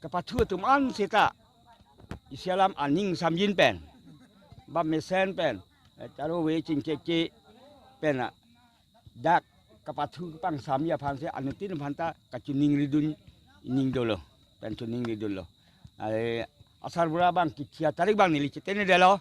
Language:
Karbi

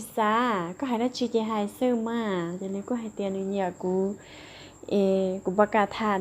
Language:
Hmong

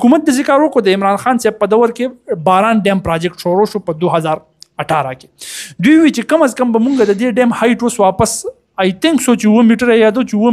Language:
Pashto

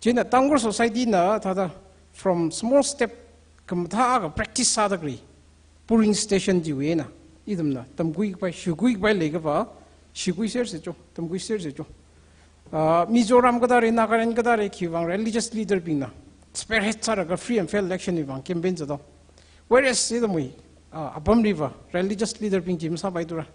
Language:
Tangkhul Naga (India)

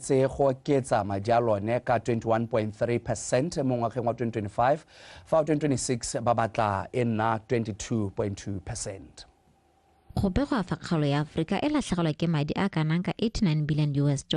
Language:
Tswana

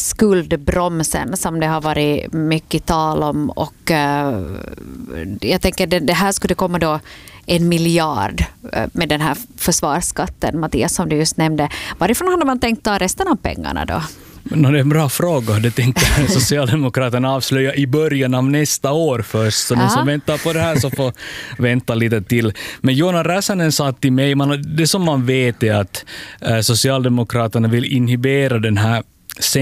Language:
Swedish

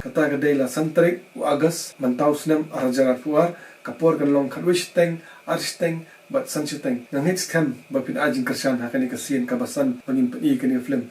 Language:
Khasi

